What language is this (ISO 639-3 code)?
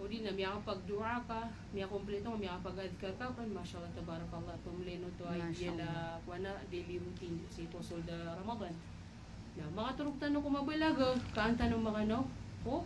mrw